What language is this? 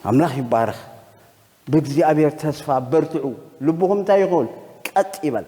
Tigrinya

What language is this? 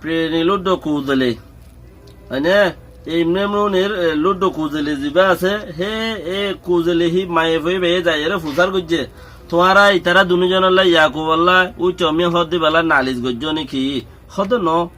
Rohingya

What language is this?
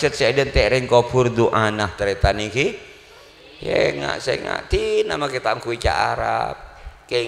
Madurese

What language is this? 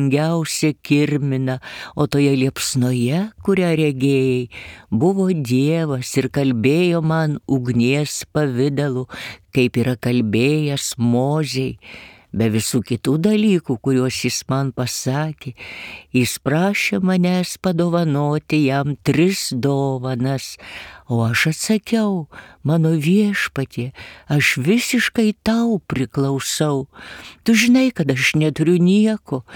Lithuanian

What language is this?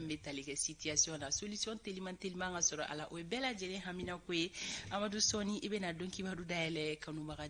Bambara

